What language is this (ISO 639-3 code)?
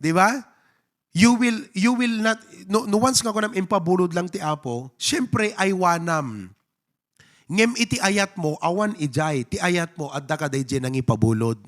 ilo